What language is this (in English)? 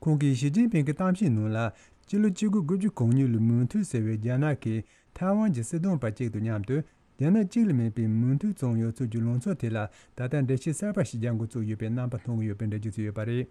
Tibetan